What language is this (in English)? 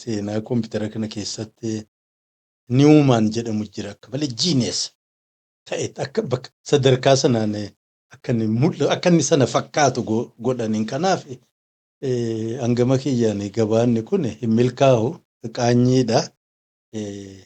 Oromo